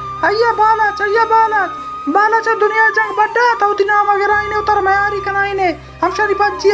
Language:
Baluchi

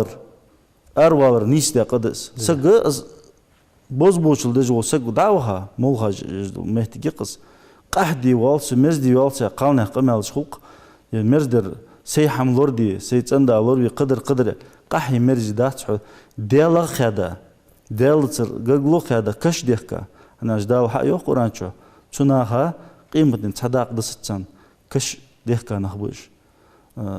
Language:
Ingush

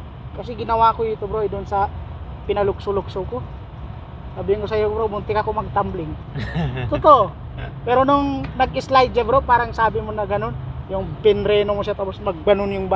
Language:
Filipino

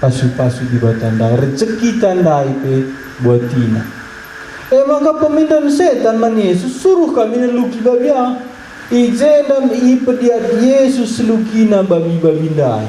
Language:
Batak Karo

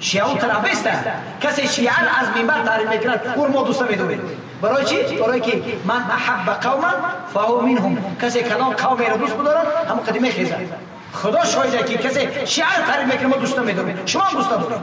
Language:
Tajik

